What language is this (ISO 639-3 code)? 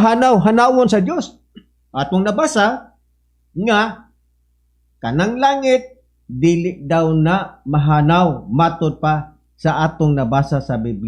ceb